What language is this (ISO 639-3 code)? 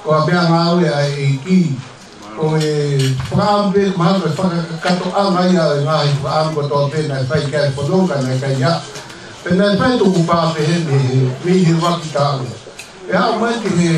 ton